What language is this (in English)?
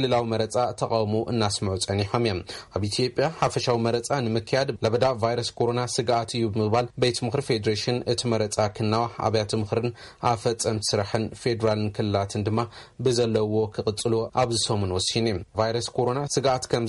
Tigrinya